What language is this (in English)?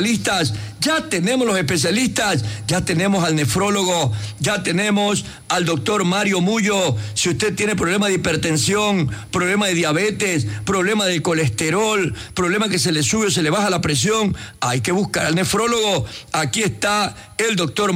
Spanish